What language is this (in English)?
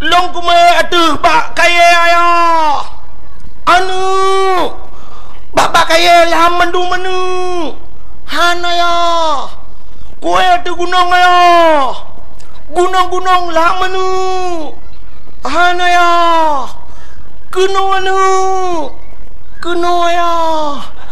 Achinese